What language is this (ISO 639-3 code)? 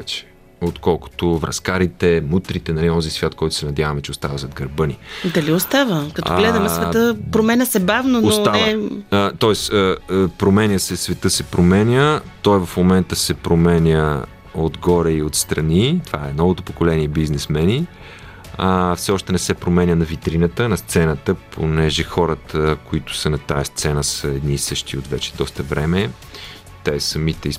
bul